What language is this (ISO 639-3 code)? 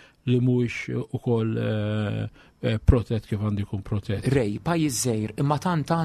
mlt